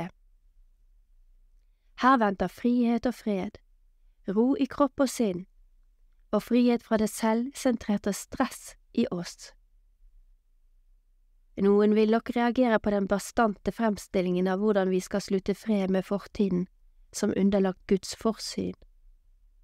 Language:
Norwegian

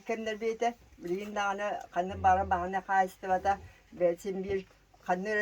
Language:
Yakut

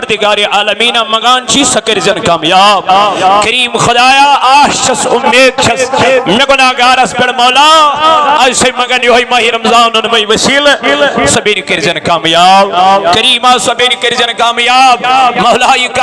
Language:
Kashmiri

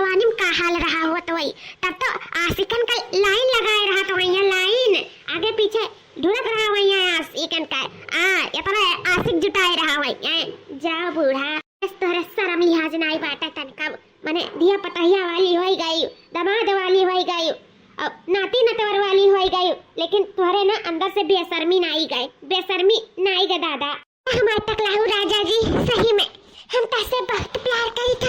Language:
Awadhi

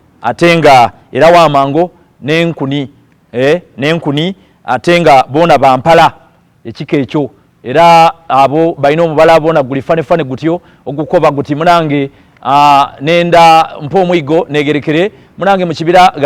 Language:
Soga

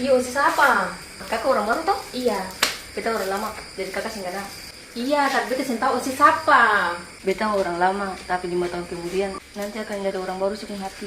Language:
Ambonese Malay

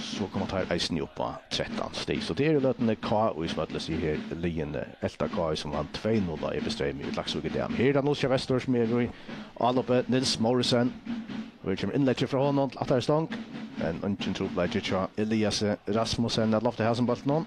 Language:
Faroese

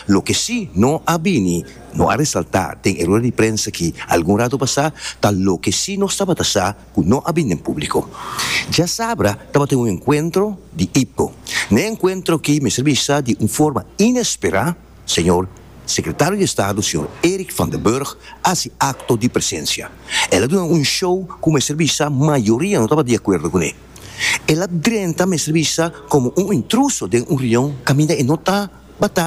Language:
Papiamento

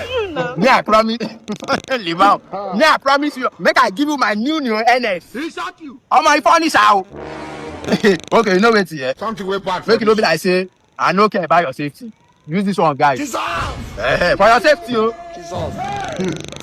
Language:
Nigerian Pidgin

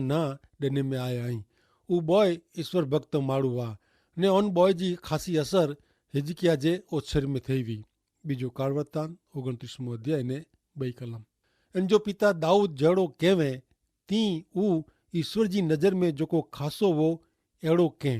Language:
Kachhi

